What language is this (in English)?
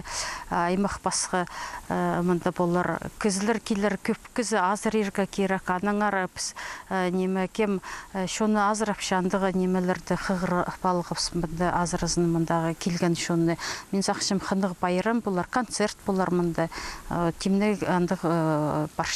Khakas